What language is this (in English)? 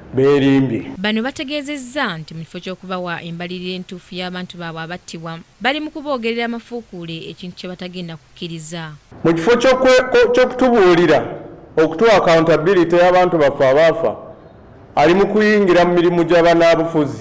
Ganda